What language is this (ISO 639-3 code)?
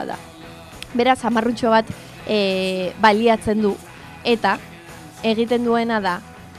eus